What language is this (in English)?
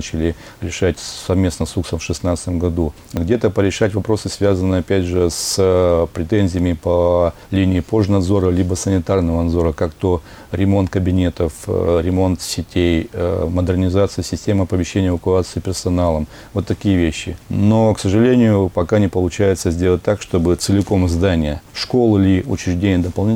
Russian